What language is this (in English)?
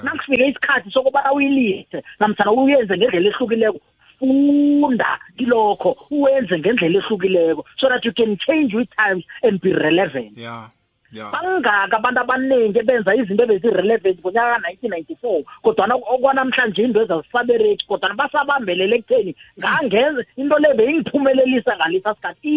South Ndebele